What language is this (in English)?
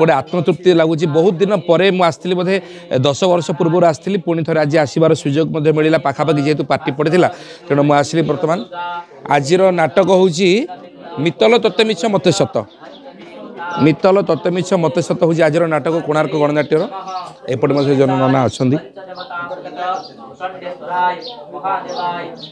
Odia